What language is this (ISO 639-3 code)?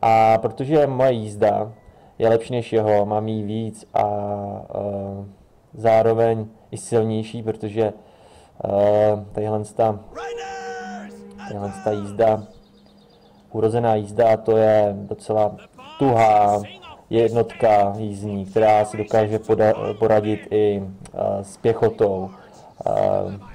ces